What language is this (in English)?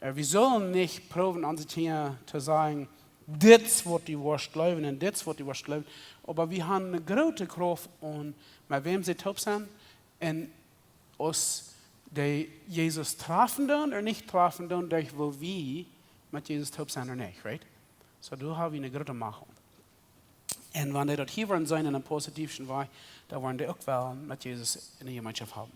Plautdietsch